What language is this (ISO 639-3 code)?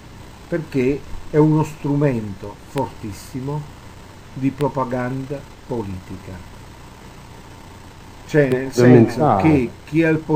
ita